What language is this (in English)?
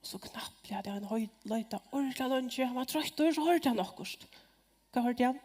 Faroese